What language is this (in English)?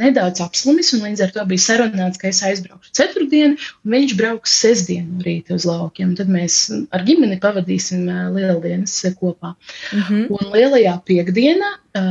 Latvian